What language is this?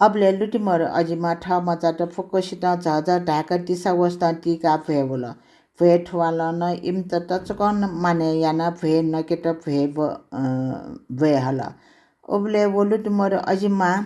Newari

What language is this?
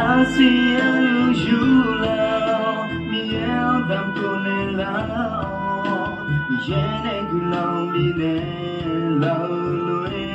Akha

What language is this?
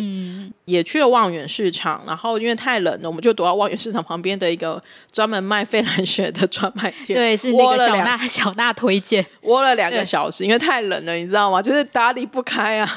Chinese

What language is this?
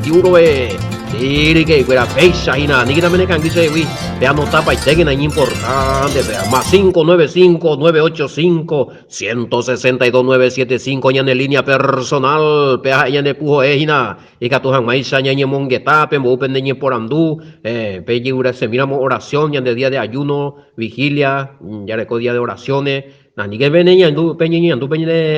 Guarani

